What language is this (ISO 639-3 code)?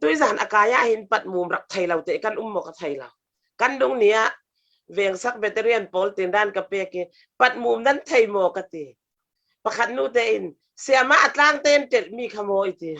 cfm